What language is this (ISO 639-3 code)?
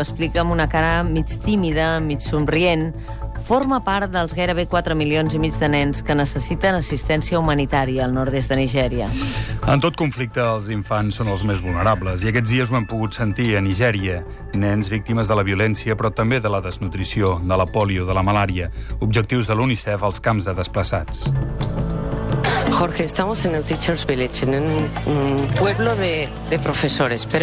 cat